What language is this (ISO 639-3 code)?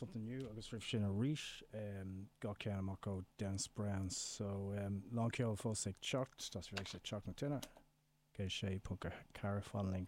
gle